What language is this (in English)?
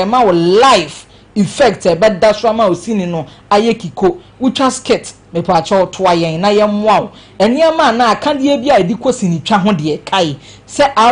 Akan